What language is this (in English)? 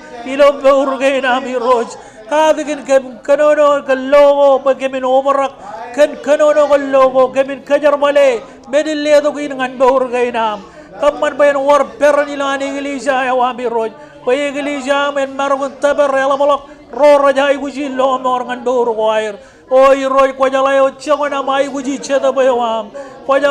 Marshallese